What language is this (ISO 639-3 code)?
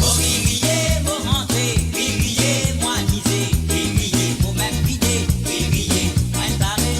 mfe